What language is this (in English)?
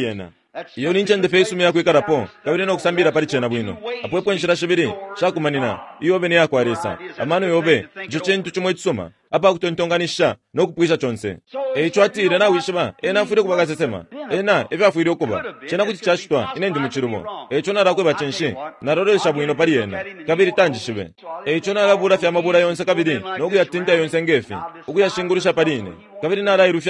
Bemba